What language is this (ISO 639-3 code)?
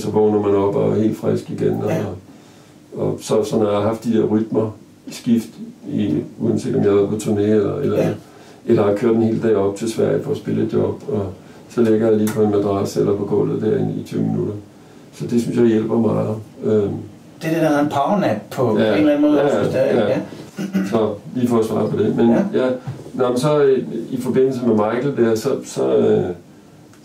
dan